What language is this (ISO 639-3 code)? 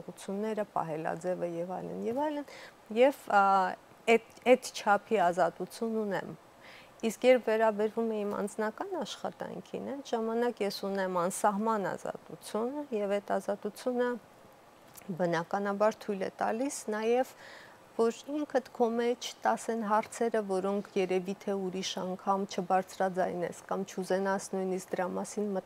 hye